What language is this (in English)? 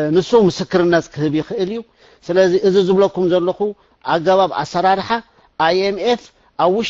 Tigrinya